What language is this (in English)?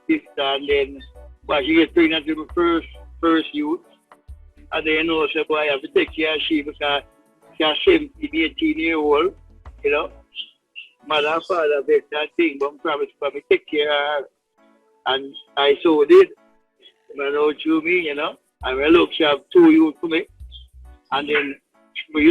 Jamaican Creole English